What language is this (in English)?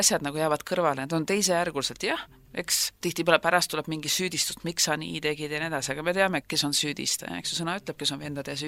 Estonian